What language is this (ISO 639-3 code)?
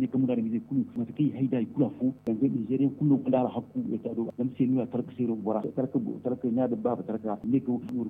dje